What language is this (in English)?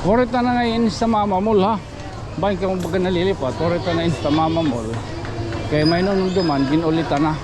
Waray